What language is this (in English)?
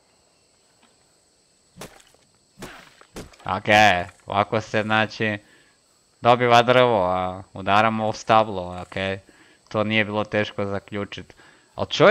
Croatian